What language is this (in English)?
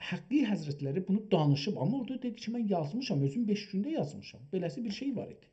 South Azerbaijani